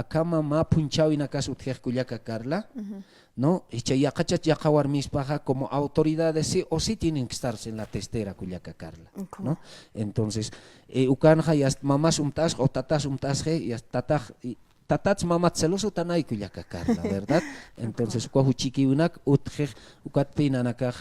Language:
Aymara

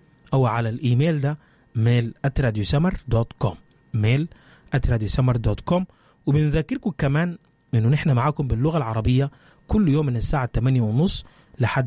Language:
Sudanese Arabic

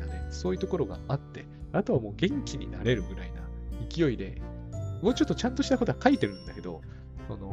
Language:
Japanese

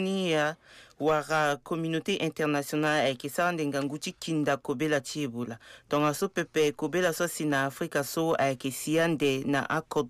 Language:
Sango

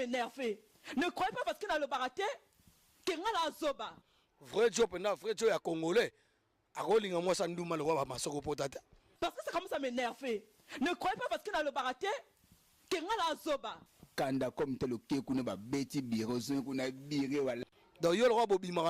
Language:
Lingala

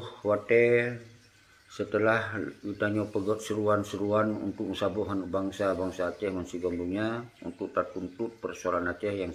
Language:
Achinese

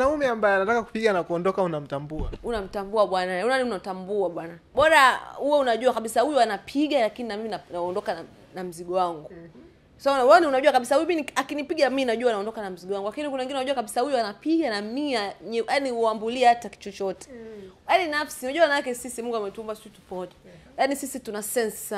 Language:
Swahili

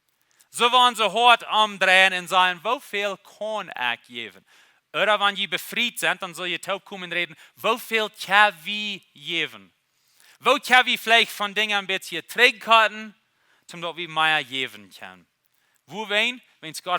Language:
Plautdietsch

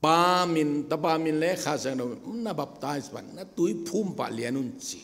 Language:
Tedim Chin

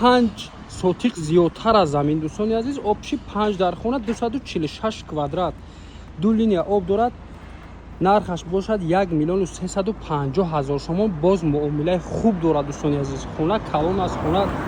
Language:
Tajik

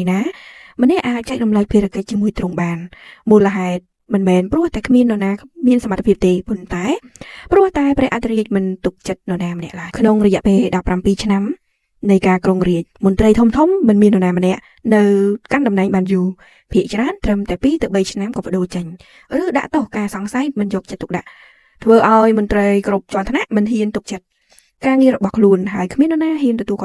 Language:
Khmer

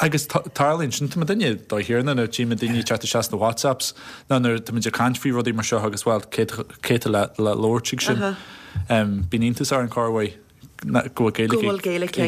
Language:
Irish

